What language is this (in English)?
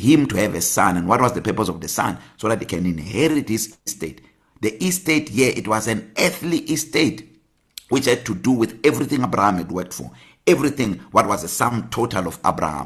English